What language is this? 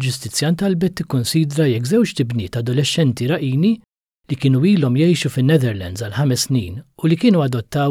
Maltese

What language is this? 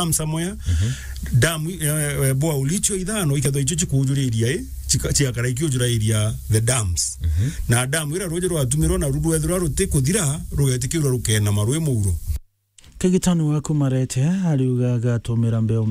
Meru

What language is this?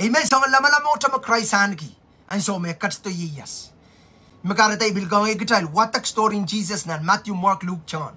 Pohnpeian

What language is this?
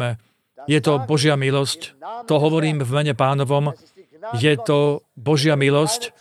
Slovak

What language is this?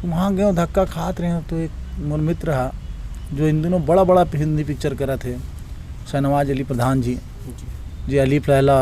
Chhattisgarhi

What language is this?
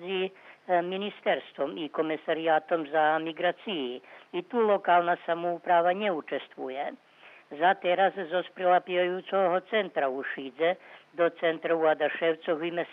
Rusyn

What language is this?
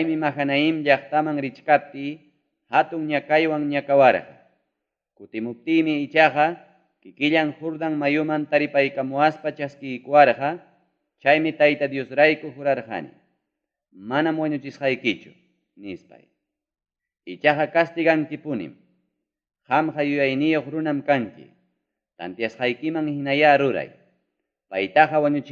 Ayacucho Quechua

